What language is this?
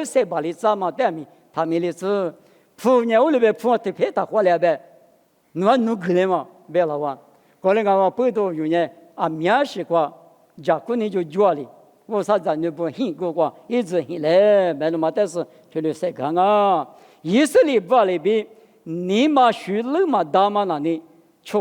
Lisu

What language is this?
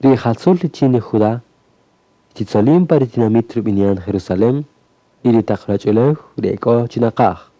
Kaqchikel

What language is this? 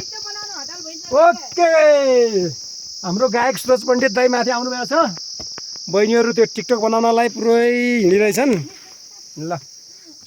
Nepali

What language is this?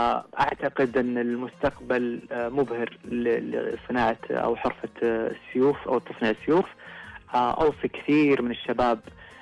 Najdi Arabic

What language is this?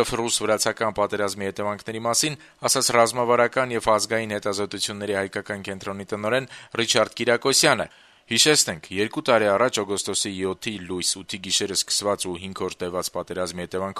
Armenian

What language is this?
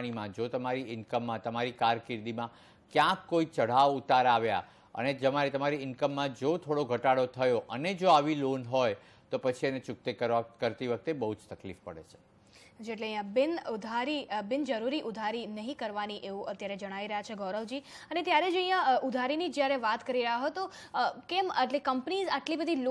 Gujarati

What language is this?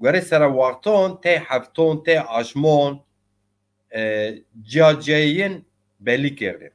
Zaza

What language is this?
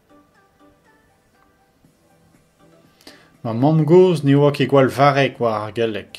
Breton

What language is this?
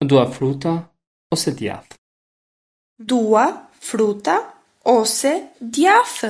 Albanian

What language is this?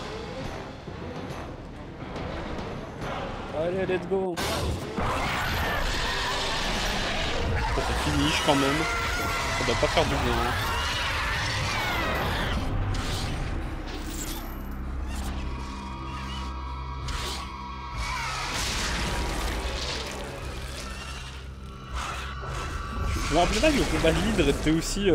French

